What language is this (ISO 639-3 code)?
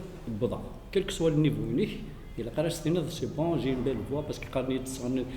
kab